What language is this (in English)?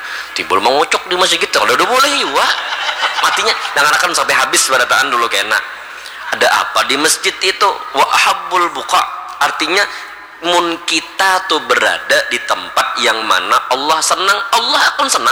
Banjar